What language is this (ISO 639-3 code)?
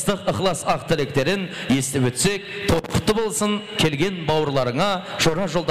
kaa